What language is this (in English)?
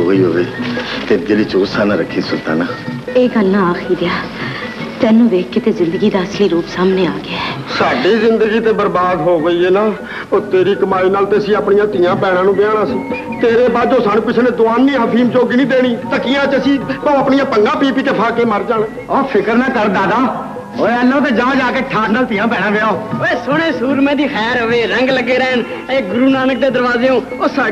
Punjabi